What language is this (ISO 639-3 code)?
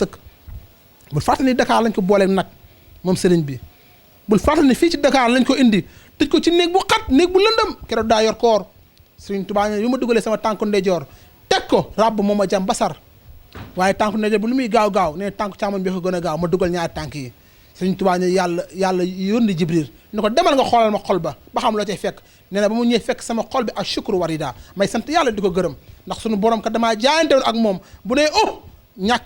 wol